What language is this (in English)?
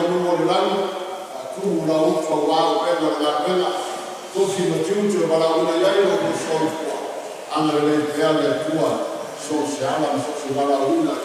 Samoan